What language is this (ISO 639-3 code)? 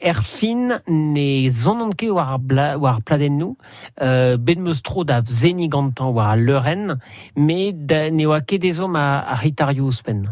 bre